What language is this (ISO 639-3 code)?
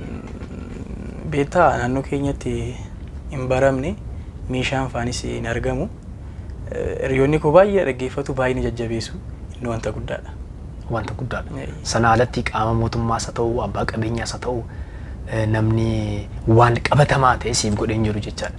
orm